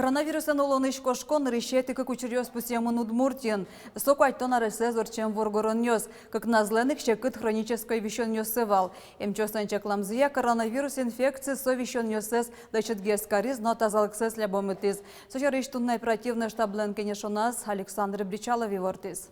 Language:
Udmurt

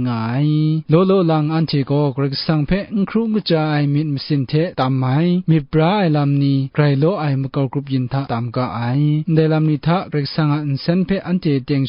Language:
Kachin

